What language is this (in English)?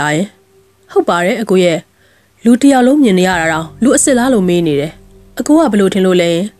Burmese